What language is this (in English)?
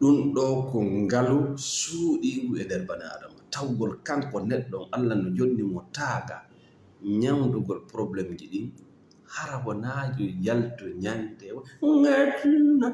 Fula